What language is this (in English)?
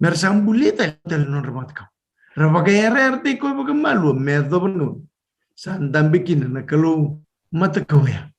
Fijian